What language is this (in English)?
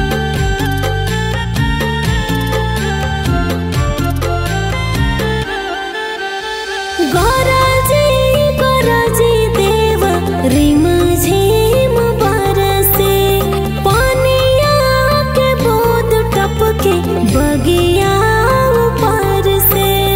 Bhojpuri